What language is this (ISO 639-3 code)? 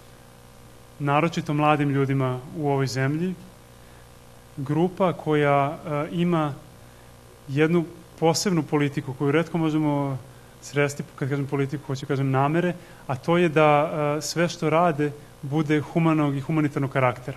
srp